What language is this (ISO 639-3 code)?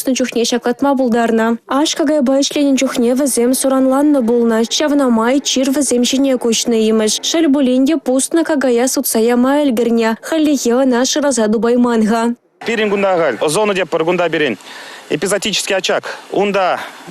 chv